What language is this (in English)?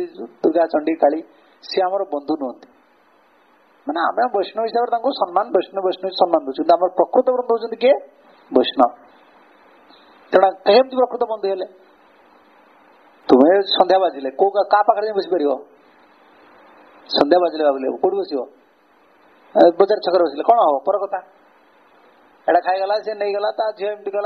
Odia